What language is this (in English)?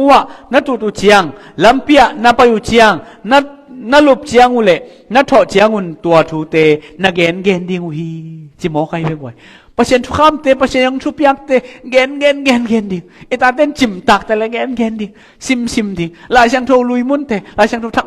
Tedim Chin